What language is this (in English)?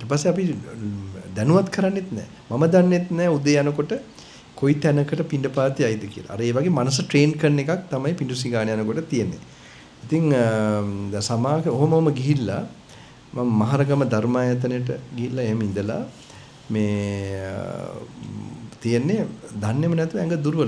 Sinhala